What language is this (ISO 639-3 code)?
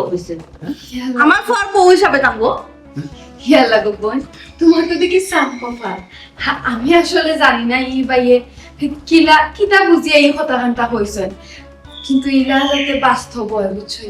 syl